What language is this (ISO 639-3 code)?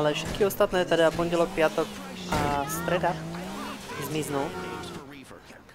slk